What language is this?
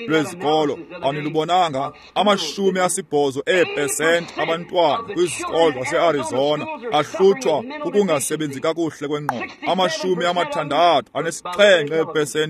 Xhosa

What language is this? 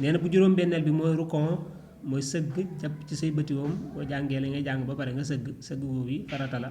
Wolof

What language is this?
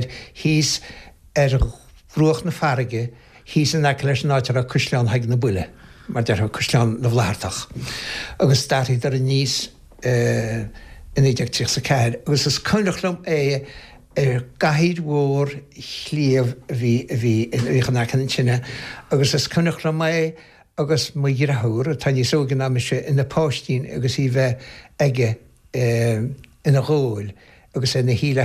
Irish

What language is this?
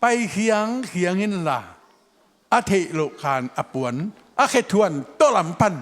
Tedim Chin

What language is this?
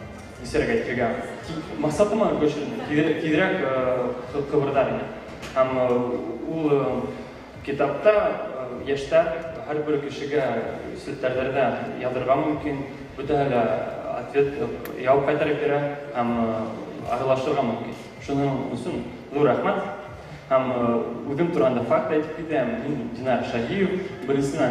Bashkir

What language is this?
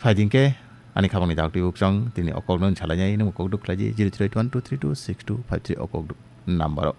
Kok Borok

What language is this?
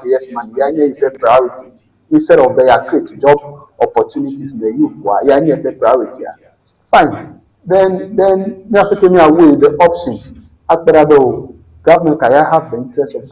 Ewe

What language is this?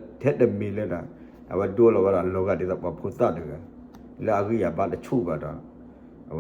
S'gaw Karen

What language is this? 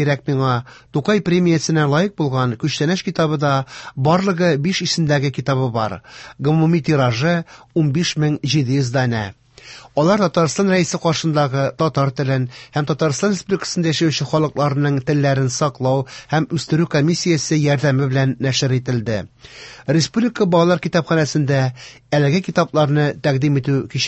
Tatar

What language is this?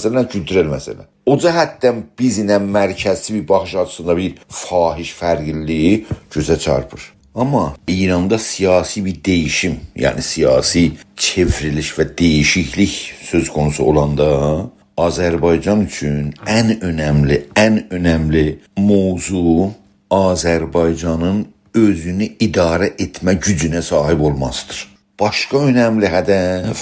South Azerbaijani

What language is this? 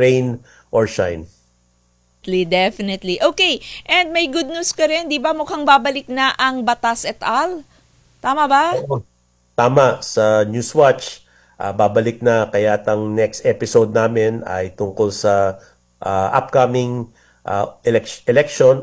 Filipino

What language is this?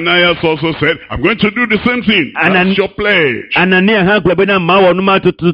Ewe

